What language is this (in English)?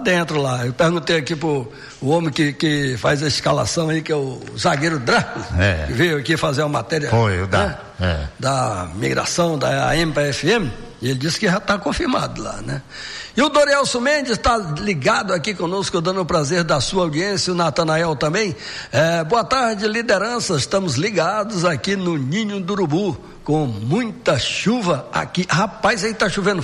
Portuguese